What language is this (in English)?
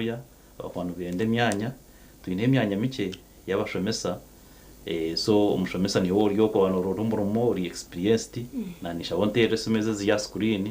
Nyankole